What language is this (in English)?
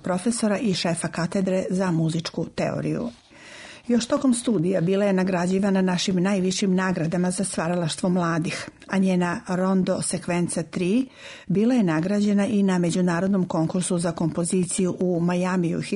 Serbian